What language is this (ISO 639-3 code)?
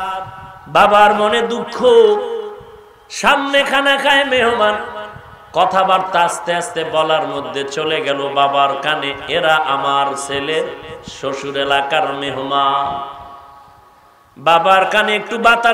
ben